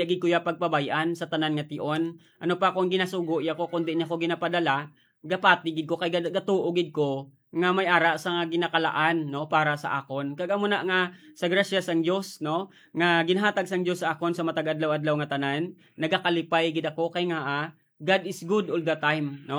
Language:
Hiligaynon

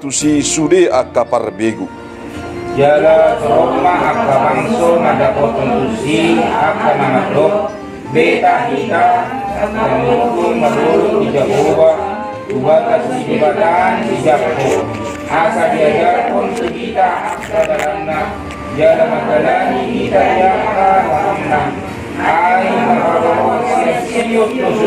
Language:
Batak Toba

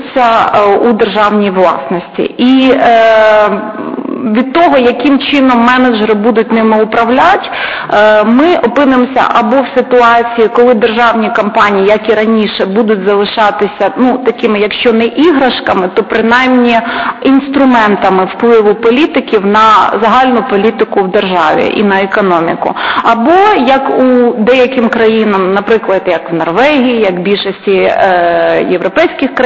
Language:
Ukrainian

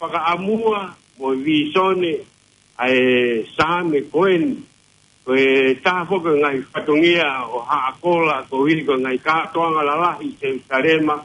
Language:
Tongan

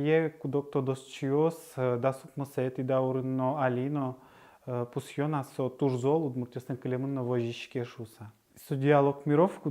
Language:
Udmurt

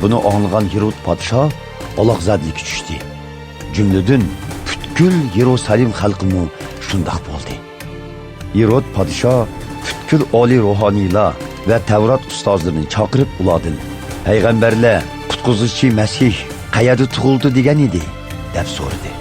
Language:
Uyghur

